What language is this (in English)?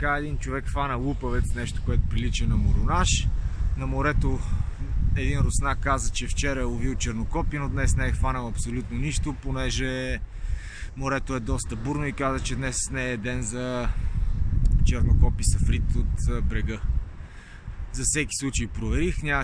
Bulgarian